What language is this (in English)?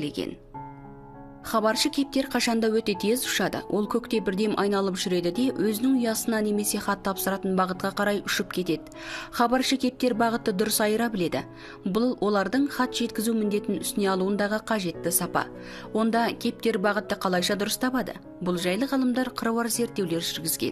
Kazakh